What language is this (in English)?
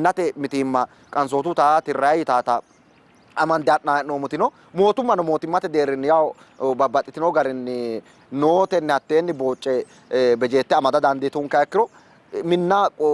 Sidamo